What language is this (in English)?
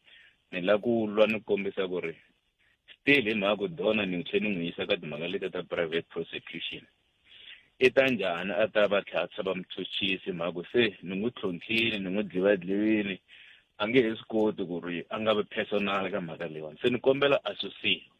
Tsonga